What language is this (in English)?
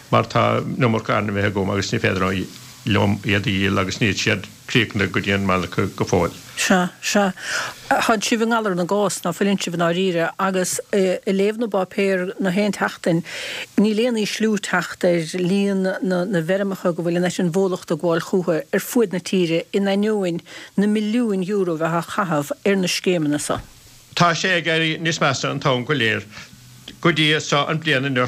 Irish